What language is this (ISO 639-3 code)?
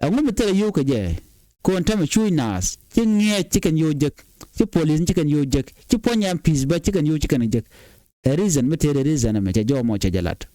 nus